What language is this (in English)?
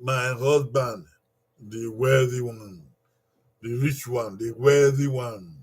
Bini